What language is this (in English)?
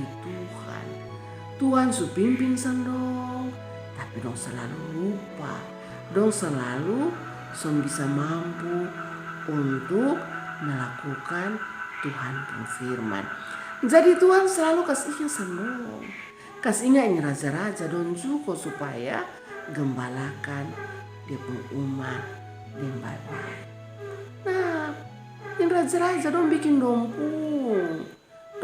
Kupang Malay